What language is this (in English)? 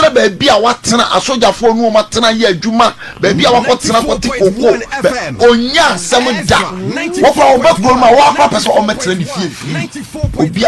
Akan